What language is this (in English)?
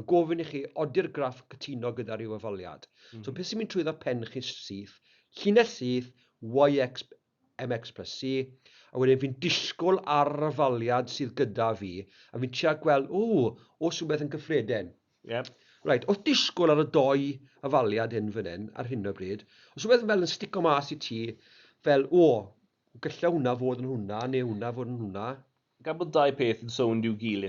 Welsh